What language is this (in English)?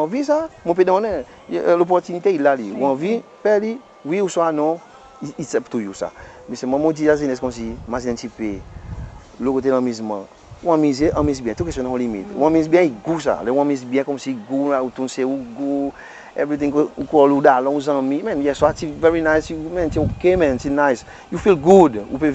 Seselwa Creole French